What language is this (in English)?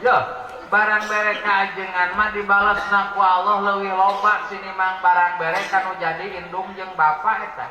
Sundanese